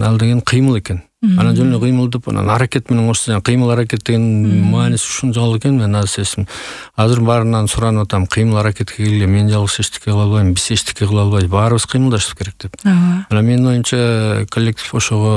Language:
Kyrgyz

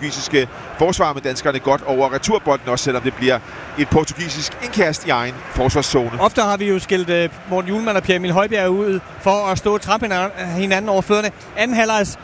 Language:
Danish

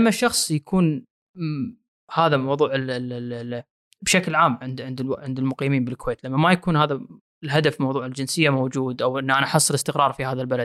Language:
Gulf Arabic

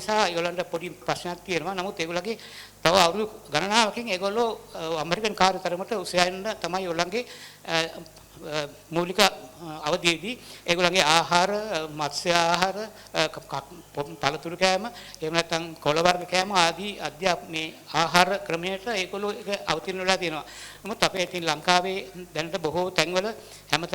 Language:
Sinhala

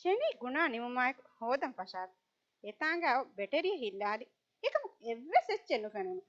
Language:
Divehi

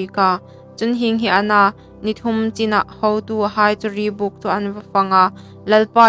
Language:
Hmar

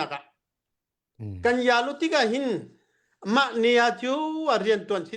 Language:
Hakha Chin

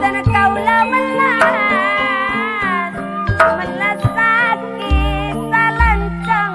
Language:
Madurese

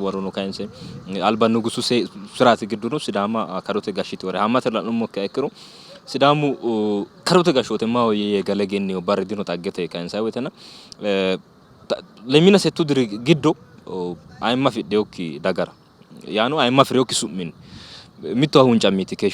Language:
Sidamo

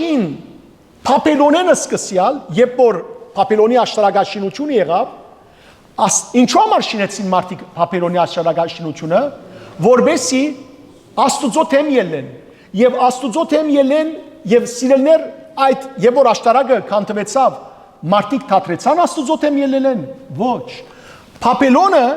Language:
Western Armenian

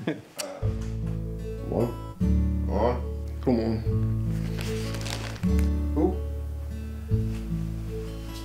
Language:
Danish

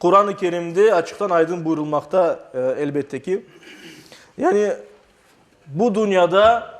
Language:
Crimean Tatar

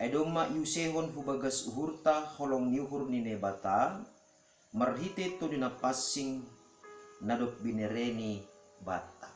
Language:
Batak Simalungun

